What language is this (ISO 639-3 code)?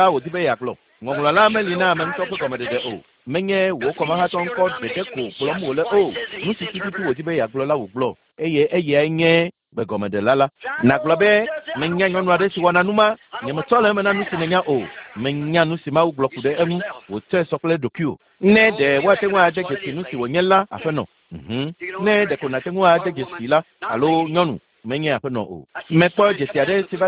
ewe